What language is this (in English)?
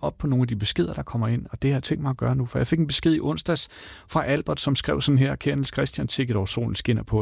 Danish